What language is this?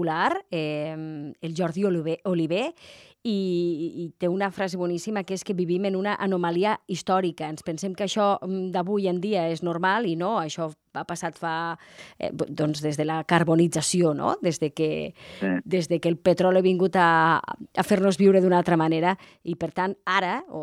Catalan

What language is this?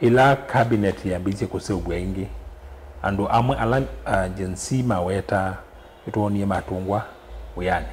Kamba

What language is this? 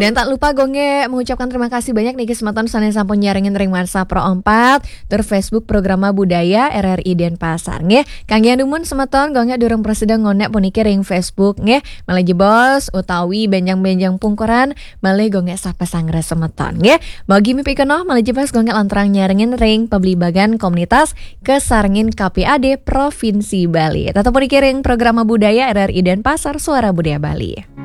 Balinese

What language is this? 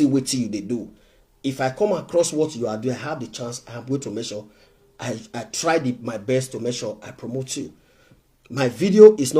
Nigerian Pidgin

